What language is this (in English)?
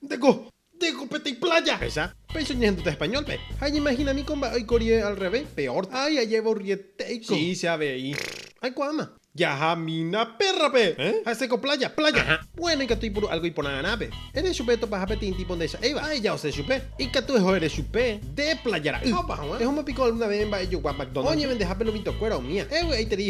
Guarani